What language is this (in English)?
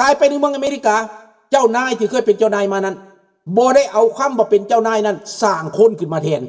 Lao